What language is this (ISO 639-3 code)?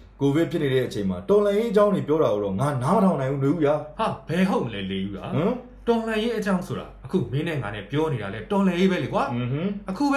mya